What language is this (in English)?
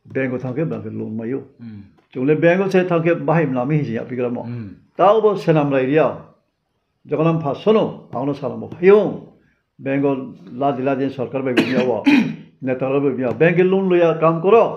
Riang (India)